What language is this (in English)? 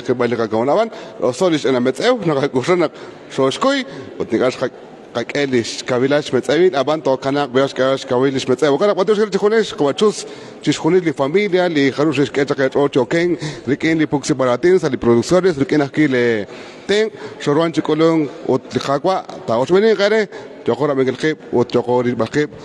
Kekchí